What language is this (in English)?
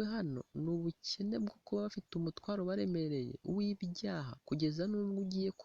Kinyarwanda